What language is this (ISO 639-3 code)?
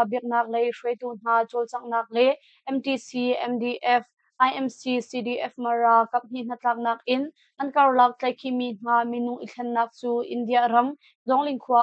cnh